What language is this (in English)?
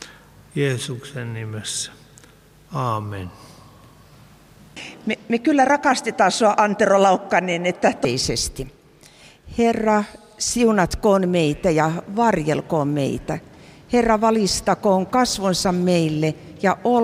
Finnish